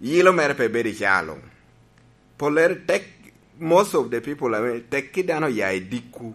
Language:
Lango (Uganda)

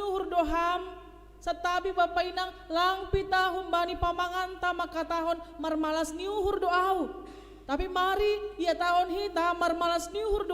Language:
Batak Simalungun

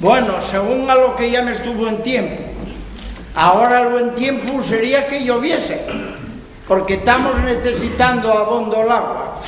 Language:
Asturian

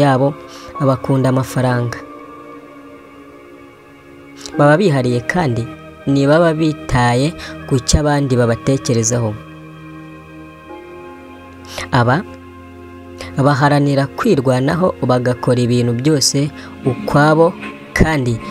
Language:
Kinyarwanda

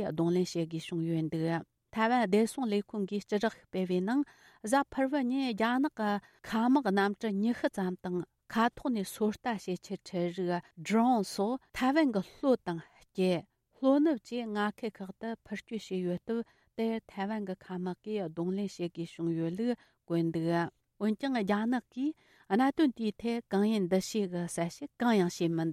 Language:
Tibetan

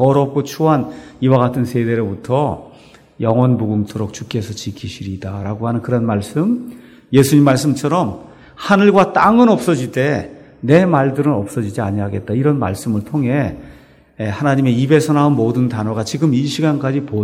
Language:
Korean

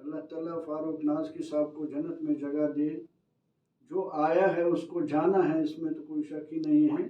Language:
Kashmiri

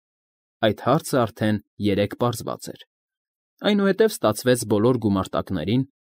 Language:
Armenian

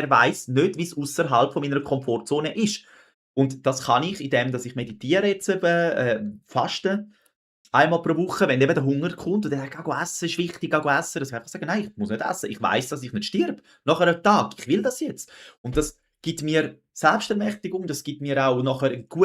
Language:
Swiss German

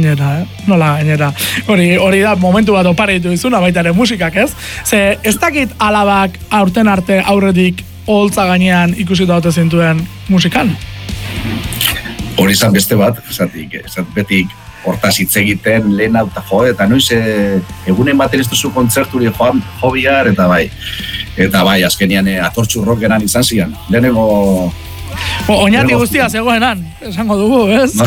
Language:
Basque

